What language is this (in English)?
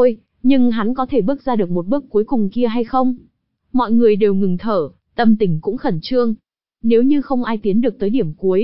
Vietnamese